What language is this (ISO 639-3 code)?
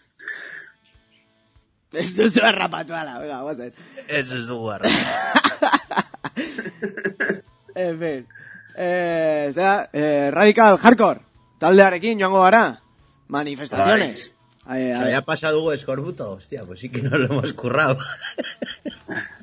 eus